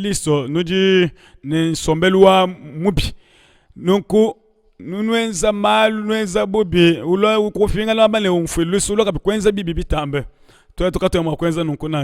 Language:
Luba-Lulua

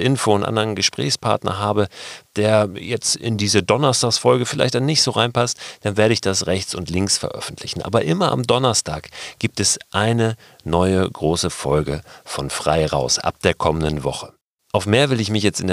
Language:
German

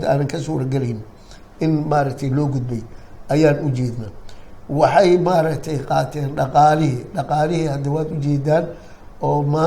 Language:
Somali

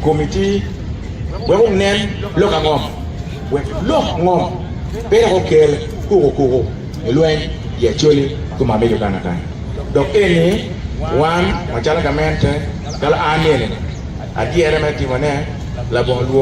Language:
Acoli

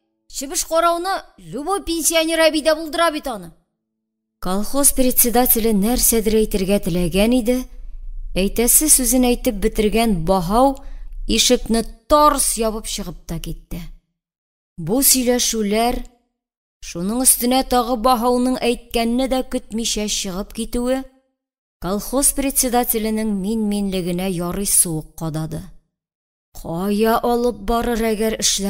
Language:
Tatar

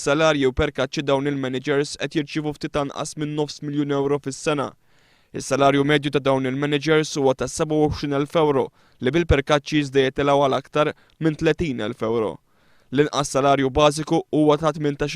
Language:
Maltese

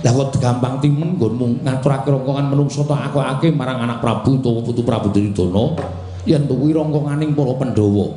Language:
Javanese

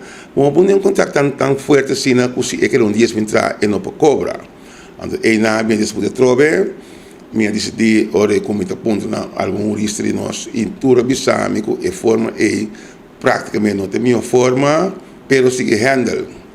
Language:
Papiamento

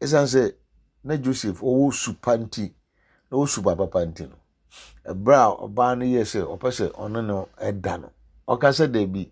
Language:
Akan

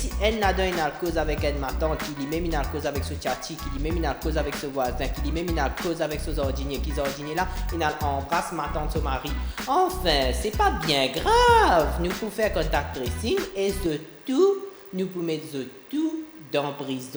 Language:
Morisyen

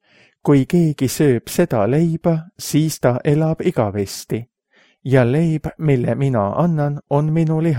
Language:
Estonian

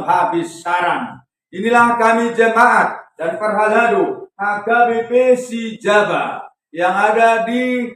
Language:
Batak Toba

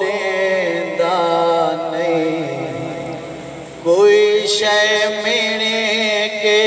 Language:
Saraiki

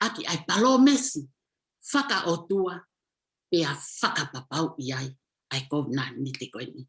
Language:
Tongan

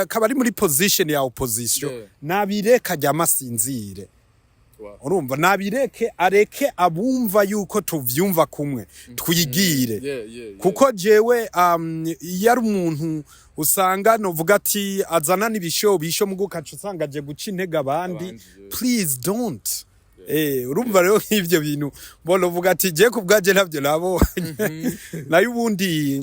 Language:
Rundi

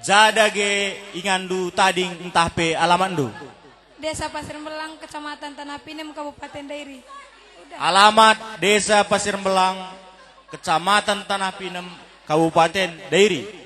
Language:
Batak Karo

